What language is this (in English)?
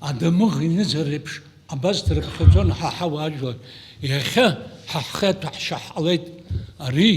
Abkhazian